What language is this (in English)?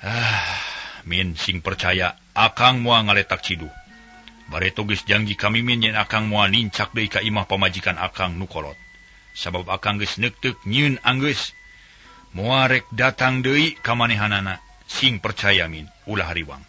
Sundanese